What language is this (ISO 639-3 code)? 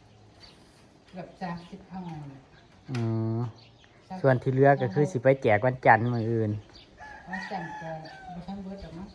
tts